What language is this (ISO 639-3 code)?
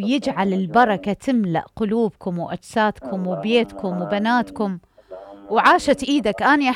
acm